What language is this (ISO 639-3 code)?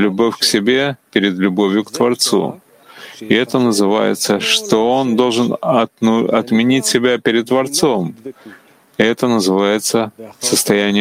rus